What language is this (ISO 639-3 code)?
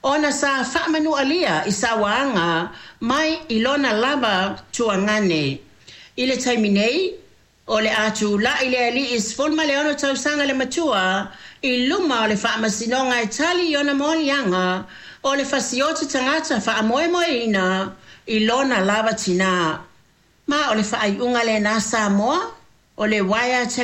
smo